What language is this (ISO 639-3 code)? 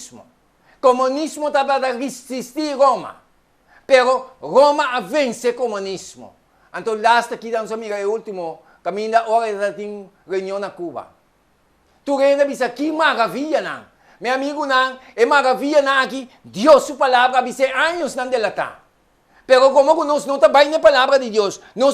pap